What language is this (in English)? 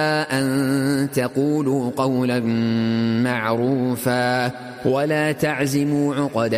Arabic